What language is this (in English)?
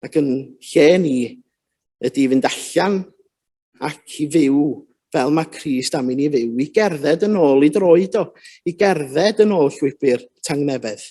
Welsh